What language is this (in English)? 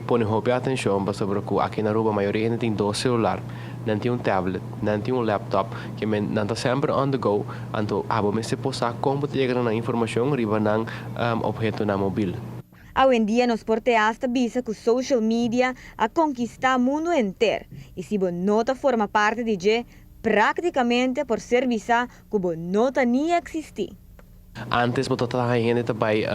Papiamento